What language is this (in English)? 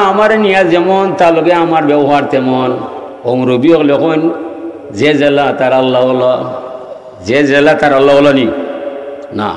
Sylheti